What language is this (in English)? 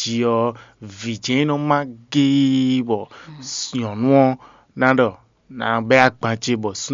Fon